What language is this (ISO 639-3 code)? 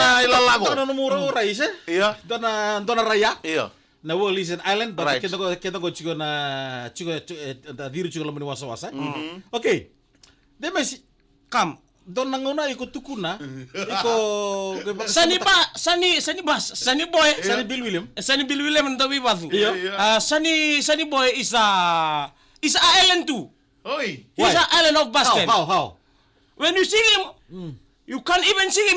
fij